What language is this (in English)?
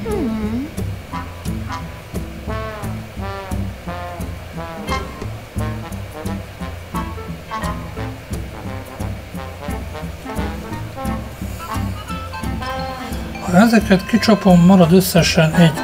Hungarian